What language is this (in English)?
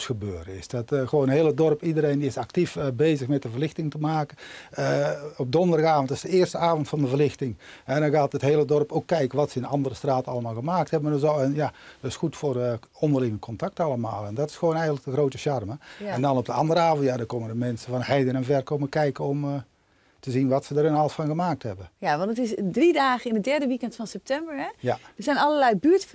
Dutch